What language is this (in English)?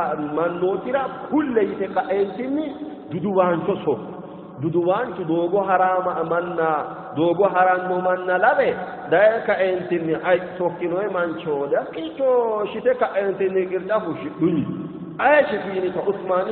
Sidamo